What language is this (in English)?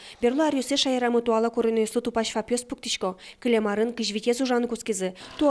Udmurt